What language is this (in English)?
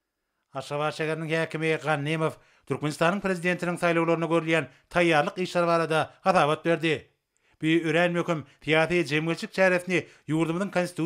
Turkmen